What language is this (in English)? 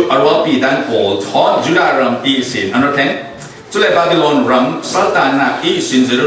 Falam Chin